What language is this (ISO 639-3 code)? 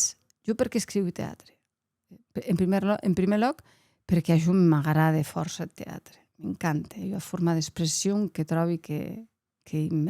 oci